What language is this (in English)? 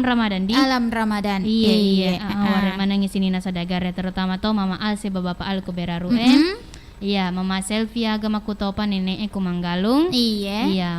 Buginese